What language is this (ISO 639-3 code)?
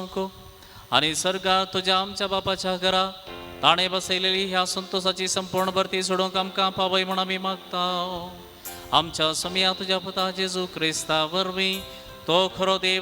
kok